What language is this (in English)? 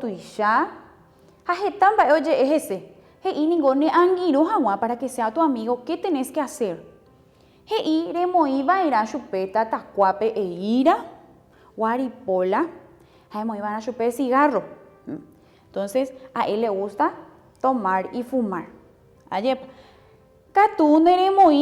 Guarani